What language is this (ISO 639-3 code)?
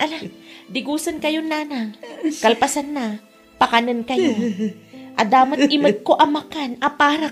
ilo